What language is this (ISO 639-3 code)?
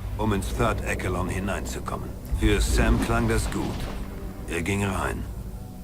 bar